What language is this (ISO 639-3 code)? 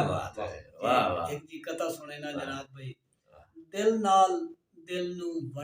skr